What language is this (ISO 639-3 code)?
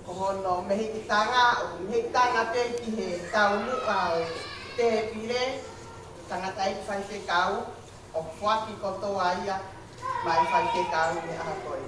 ton